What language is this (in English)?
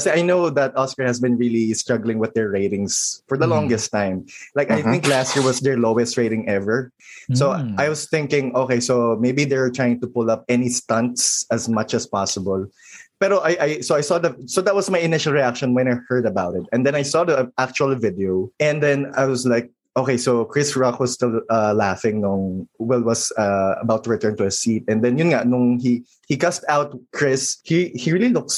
Filipino